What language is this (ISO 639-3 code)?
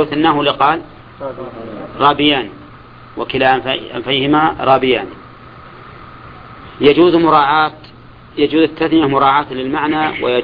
ara